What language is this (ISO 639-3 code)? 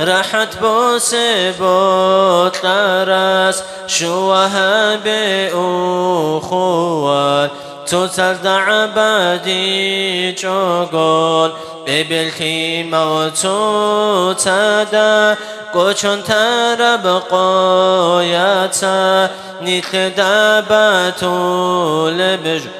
ava